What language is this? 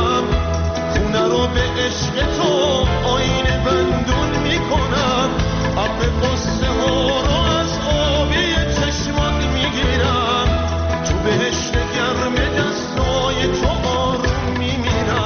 Persian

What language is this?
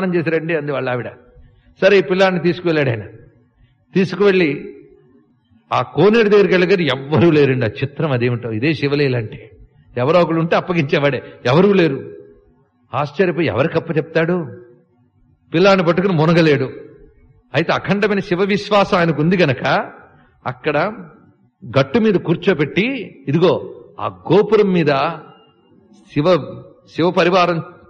Telugu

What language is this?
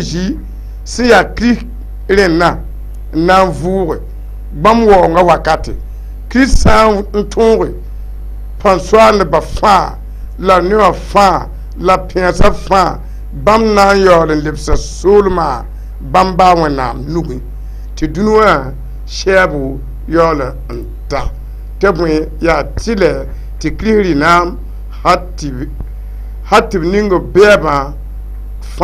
Mossi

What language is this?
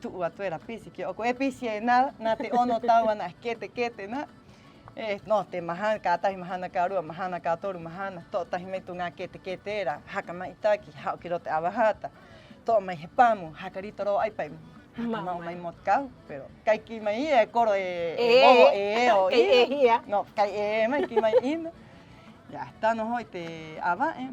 Rapanui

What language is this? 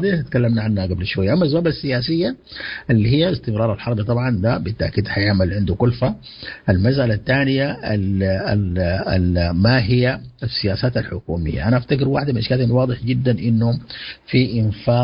Sudanese Arabic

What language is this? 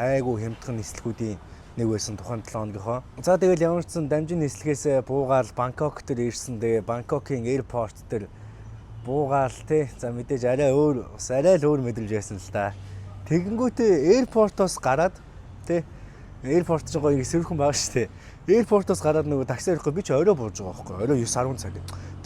Mongolian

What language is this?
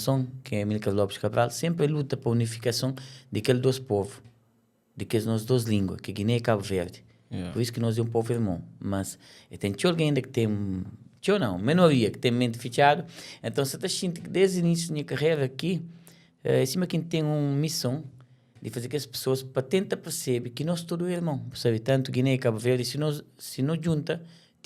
Kabuverdianu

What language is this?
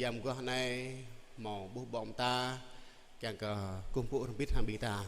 Jarai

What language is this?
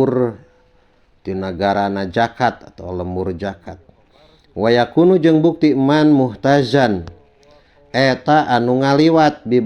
Sundanese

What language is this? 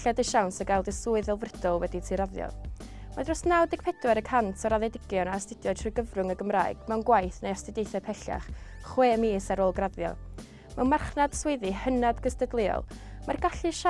Welsh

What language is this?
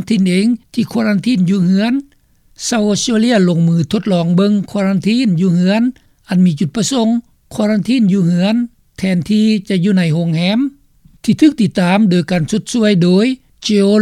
Lao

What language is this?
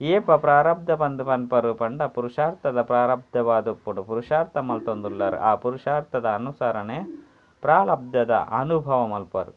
Tulu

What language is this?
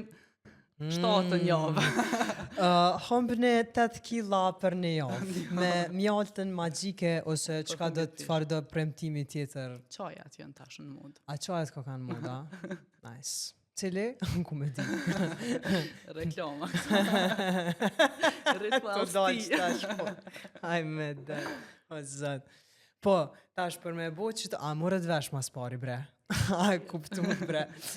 Albanian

